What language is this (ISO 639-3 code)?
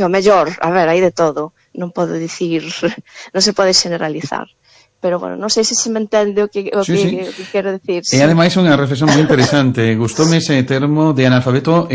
glg